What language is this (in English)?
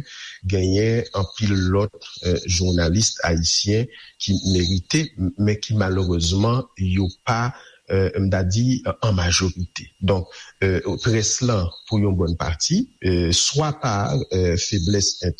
Haitian Creole